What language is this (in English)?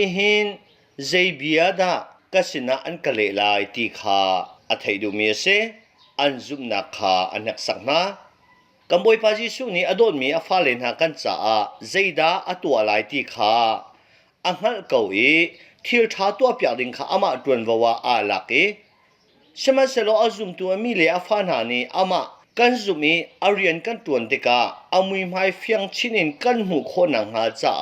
Hakha Chin